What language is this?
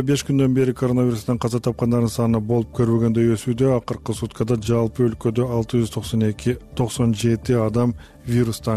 Kyrgyz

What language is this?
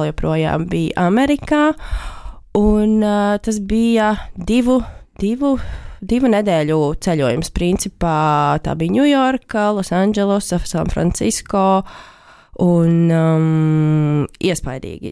Latvian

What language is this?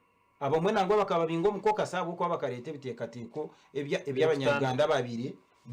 Nyankole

